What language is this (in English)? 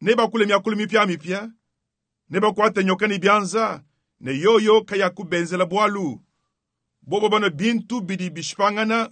Luba-Lulua